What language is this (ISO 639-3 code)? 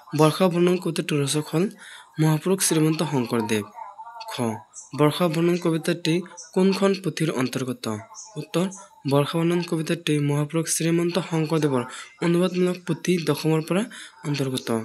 asm